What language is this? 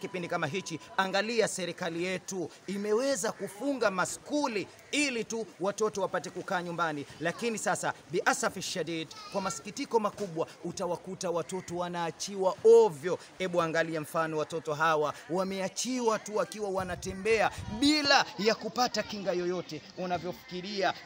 Swahili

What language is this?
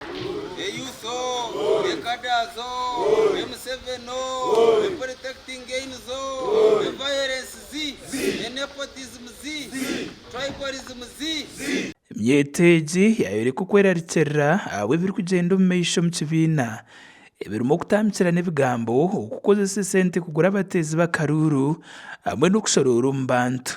Nyankole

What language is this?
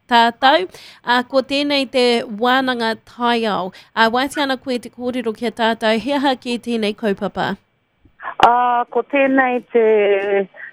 Māori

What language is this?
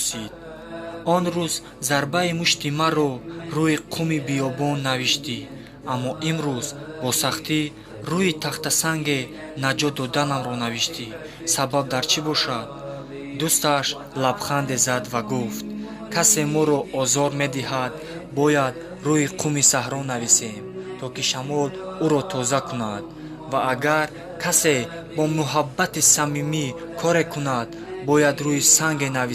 Tajik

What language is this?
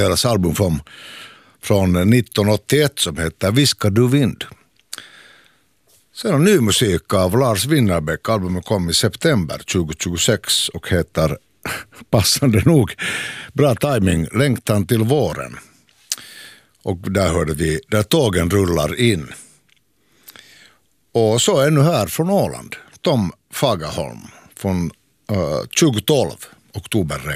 Swedish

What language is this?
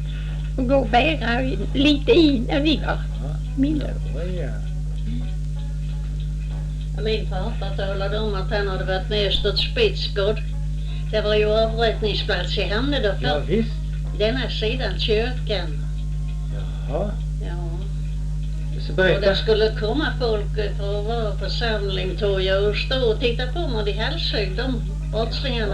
Swedish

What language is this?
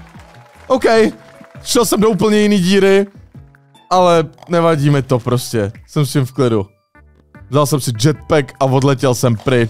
Czech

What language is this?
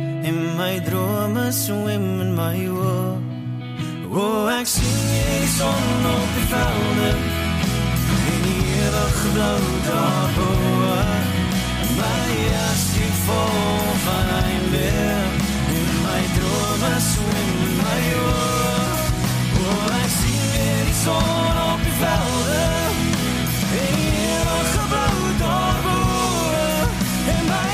Afrikaans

